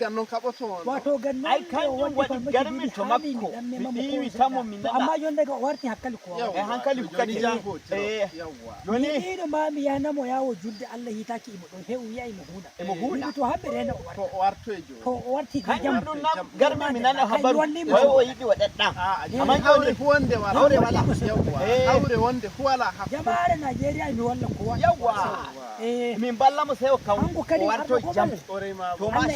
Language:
Nigerian Fulfulde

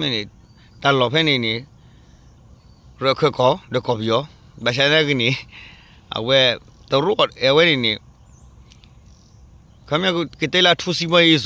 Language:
S'gaw Karen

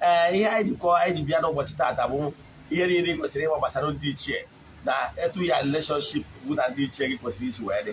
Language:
Igbo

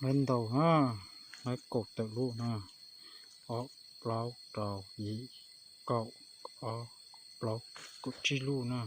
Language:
Hmong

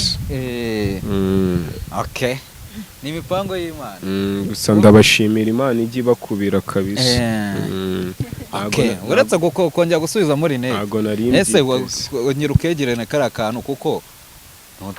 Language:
Kinyarwanda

